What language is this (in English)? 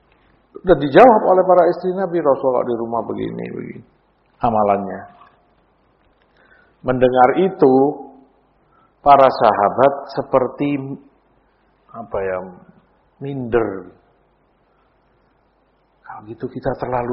Indonesian